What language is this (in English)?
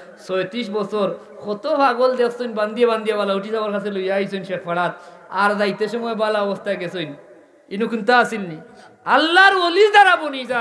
Sylheti